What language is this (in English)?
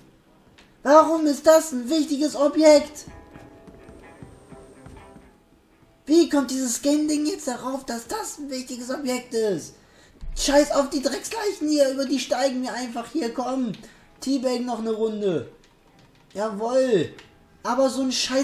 German